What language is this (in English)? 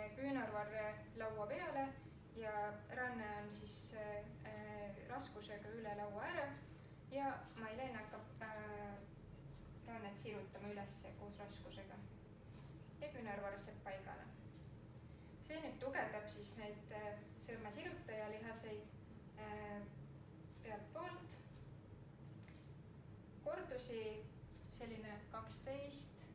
Estonian